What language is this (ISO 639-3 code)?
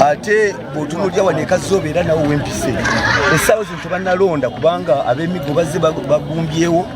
nyn